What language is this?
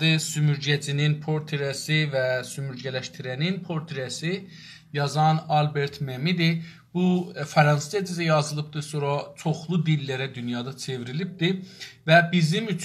South Azerbaijani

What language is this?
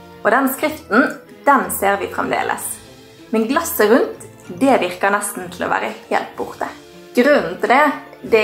Norwegian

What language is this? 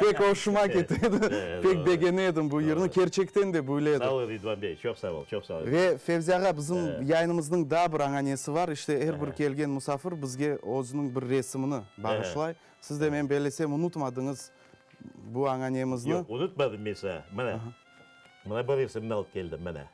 Crimean Tatar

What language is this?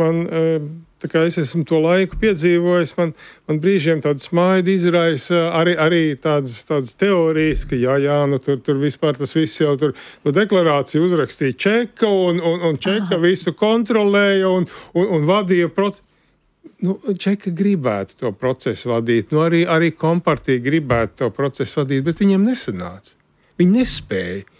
Latvian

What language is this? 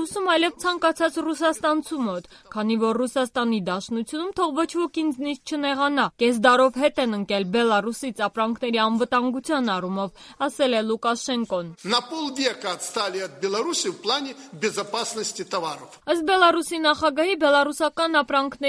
Armenian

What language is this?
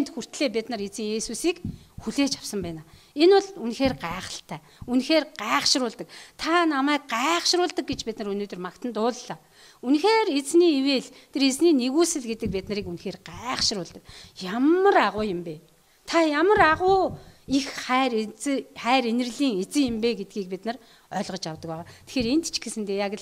Mongolian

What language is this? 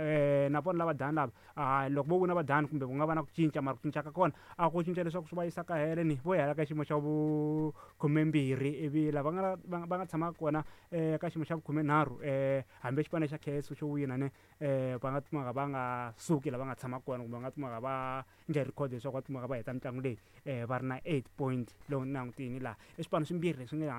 Tsonga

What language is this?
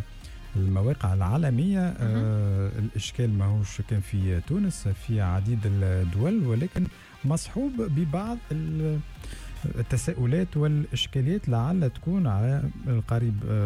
Tunisian Arabic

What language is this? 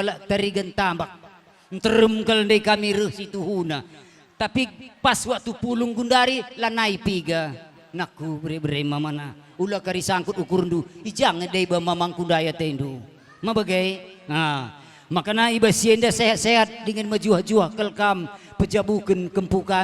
Batak Karo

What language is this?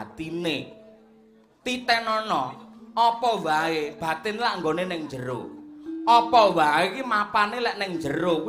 Javanese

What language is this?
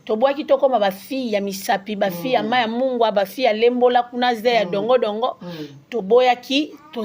Lingala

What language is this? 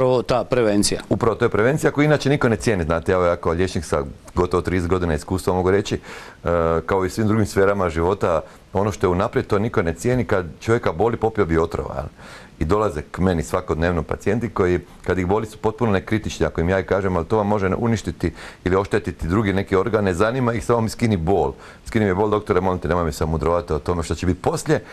Croatian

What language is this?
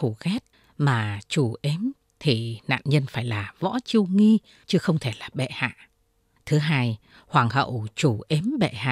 Vietnamese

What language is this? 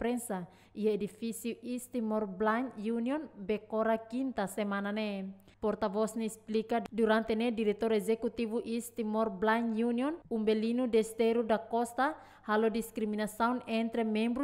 Tetum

